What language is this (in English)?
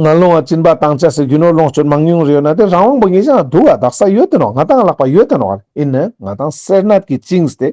Ladakhi